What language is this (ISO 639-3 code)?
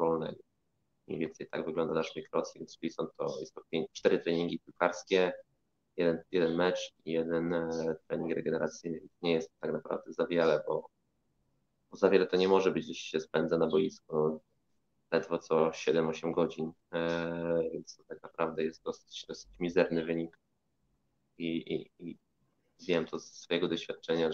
pol